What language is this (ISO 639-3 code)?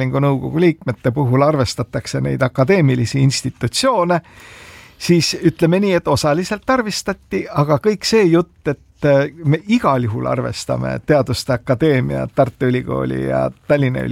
est